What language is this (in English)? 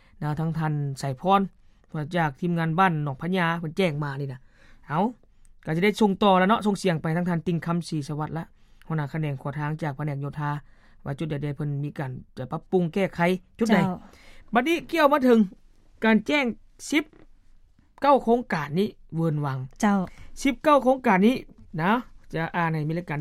Lao